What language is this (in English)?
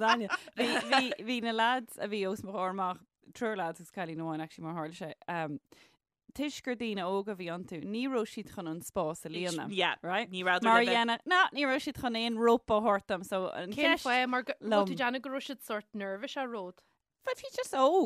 Irish